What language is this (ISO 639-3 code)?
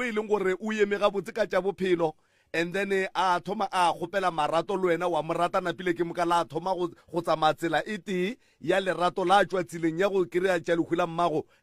nso